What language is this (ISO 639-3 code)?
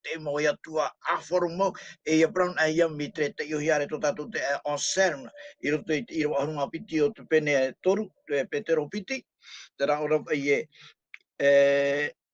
tah